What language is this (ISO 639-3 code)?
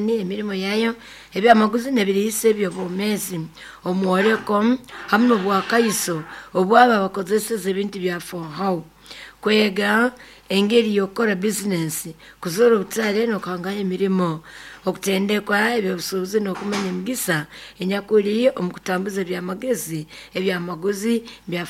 nyo